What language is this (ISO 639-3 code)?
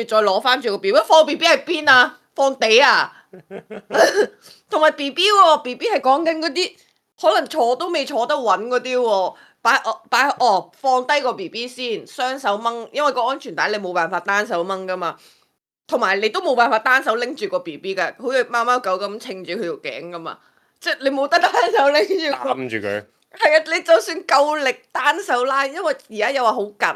yue